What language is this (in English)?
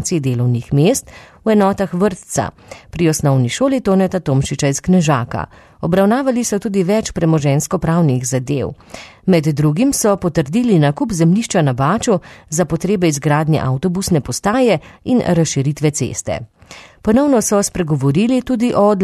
Slovenian